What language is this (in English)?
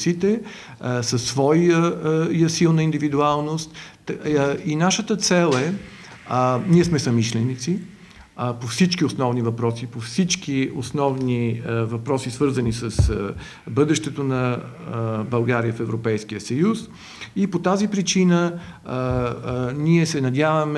Bulgarian